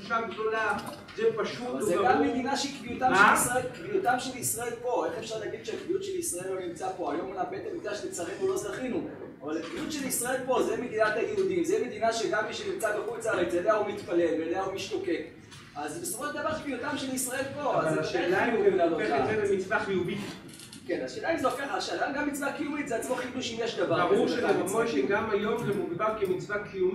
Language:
Hebrew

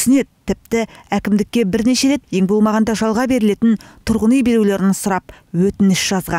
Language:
Kazakh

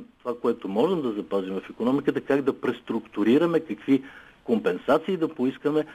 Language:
Bulgarian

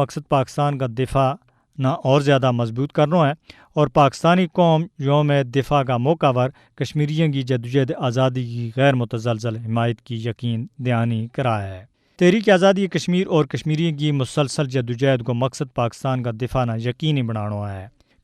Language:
Gujari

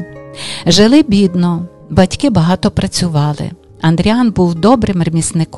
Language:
Ukrainian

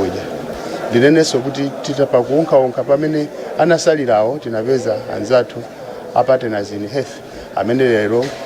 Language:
Nyanja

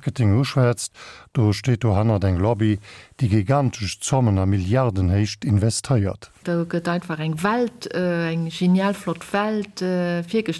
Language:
Luxembourgish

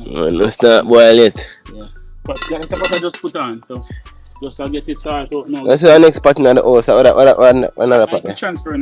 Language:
Jamaican Creole English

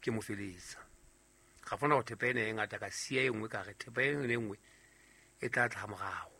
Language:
Southern Sotho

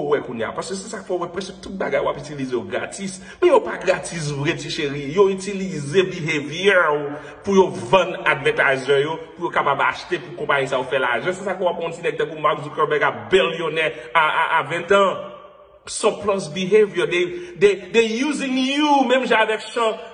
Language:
Haitian Creole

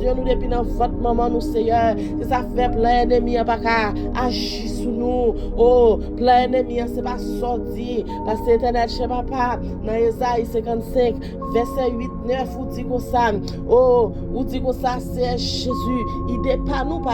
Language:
Haitian Creole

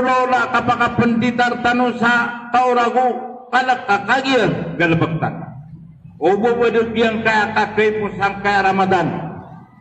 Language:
Maranao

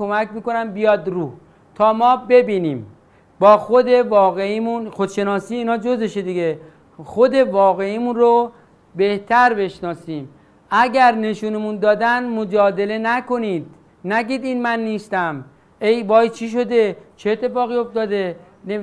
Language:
Persian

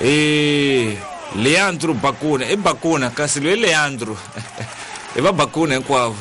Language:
Tsonga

